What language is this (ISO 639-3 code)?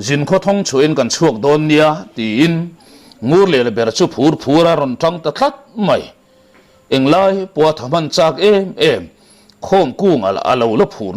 lus